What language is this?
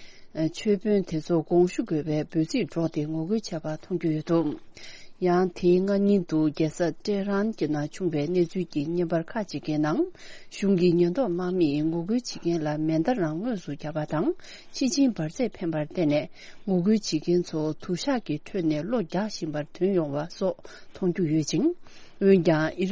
Tibetan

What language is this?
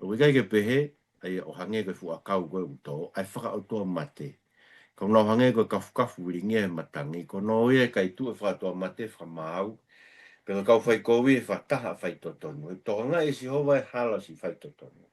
Tongan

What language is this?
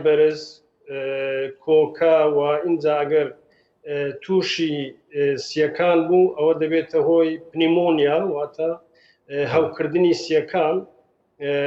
Central Kurdish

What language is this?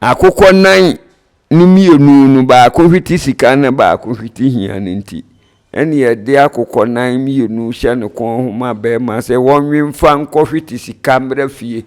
Akan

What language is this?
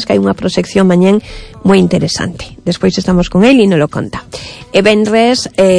Galician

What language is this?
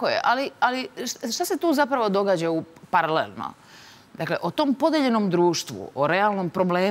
Serbian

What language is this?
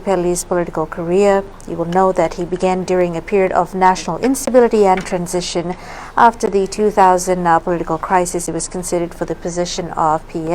Fijian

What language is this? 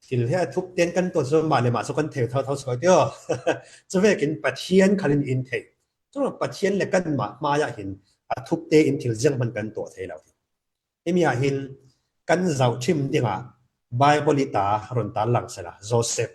Falam Chin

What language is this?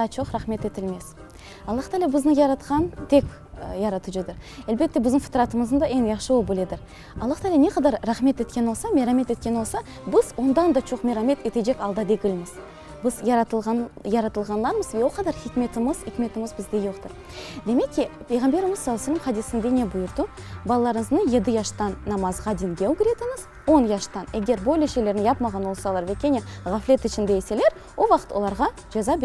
Crimean Tatar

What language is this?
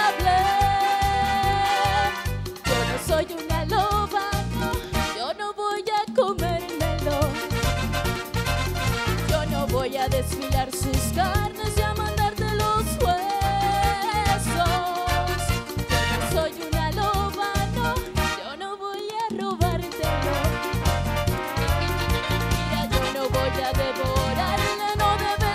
Spanish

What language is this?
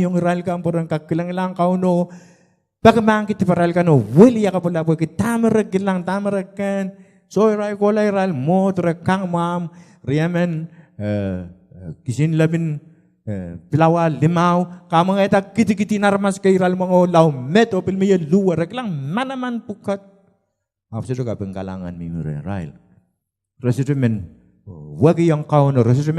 Pohnpeian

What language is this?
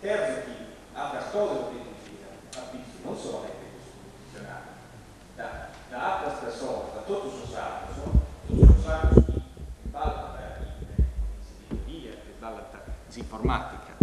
Sardinian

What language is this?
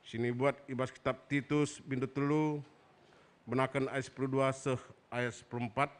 Batak Karo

